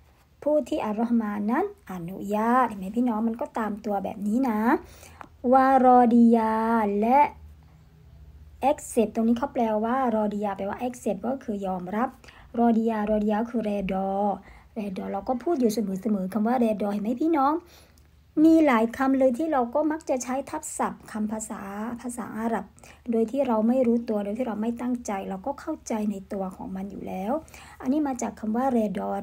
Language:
Thai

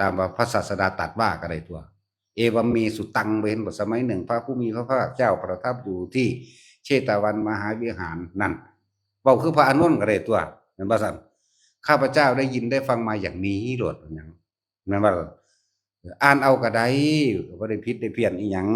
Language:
Northeastern Thai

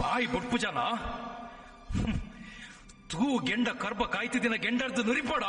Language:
Tulu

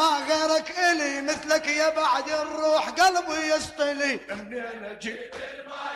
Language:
Mesopotamian Arabic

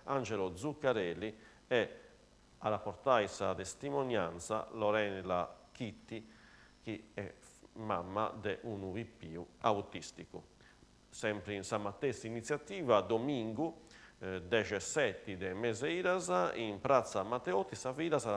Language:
Sardinian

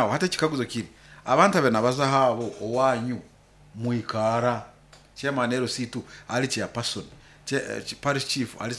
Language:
Nyoro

